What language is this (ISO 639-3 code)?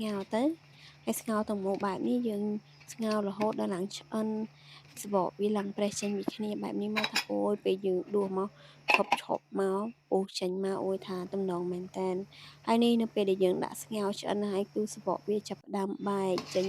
khm